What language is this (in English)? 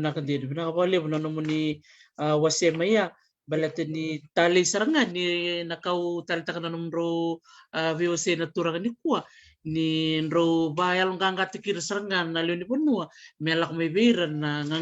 Fijian